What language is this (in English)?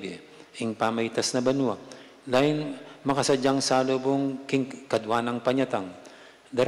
Pampanga